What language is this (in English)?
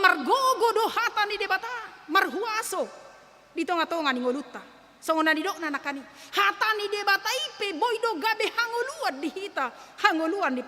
Batak Toba